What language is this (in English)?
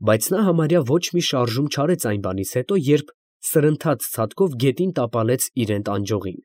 Armenian